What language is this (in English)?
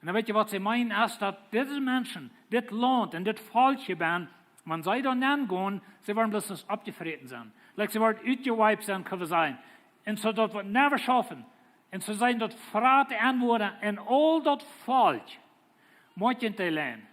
Plautdietsch